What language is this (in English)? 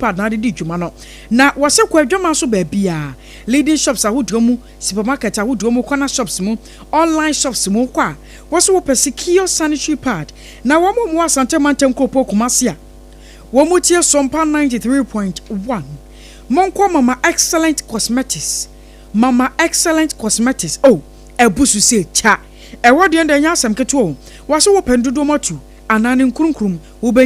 Akan